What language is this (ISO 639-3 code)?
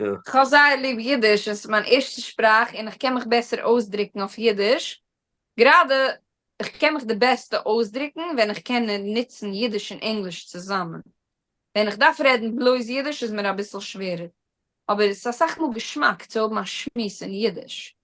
yid